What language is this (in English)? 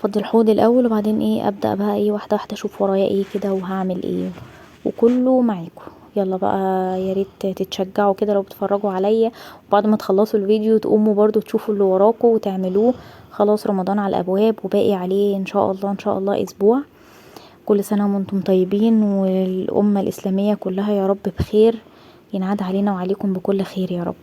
Egyptian Arabic